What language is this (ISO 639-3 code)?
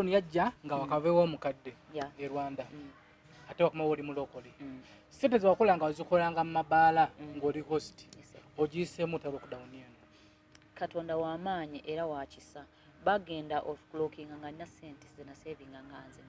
lug